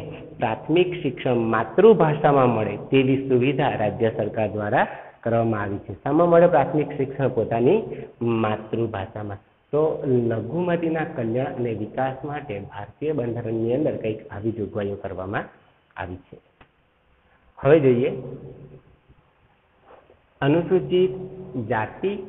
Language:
Gujarati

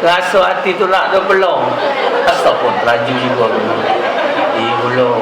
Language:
Musi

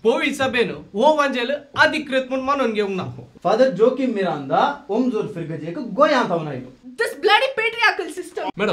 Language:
Konkani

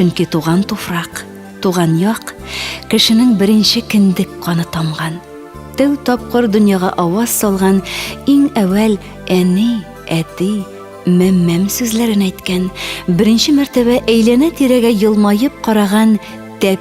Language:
Tatar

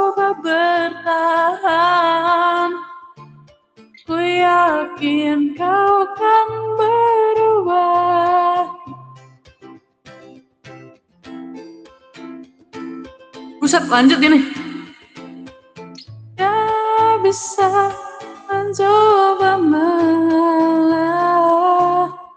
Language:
Indonesian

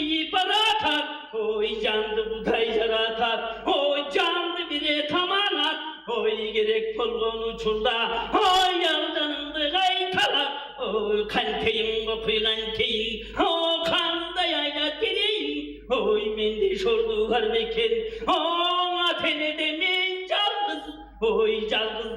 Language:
Tuvinian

